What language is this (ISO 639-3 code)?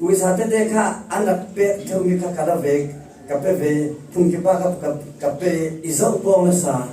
cfm